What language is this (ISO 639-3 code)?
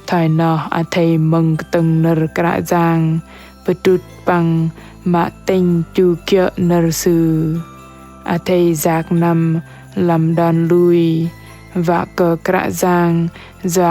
bdq